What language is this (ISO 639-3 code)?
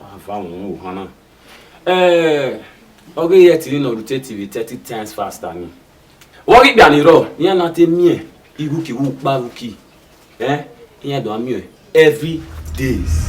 bin